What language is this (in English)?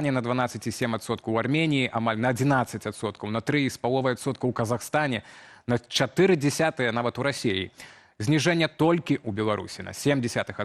Belarusian